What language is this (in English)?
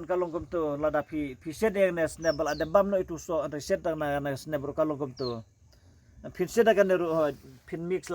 Khasi